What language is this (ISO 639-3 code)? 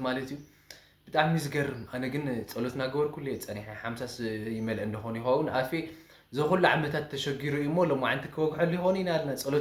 tir